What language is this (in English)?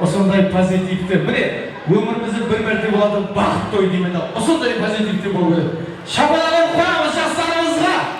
Kara-Kalpak